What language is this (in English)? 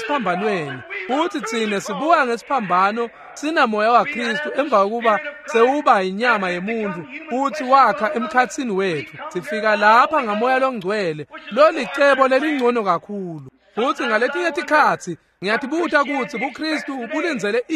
Swati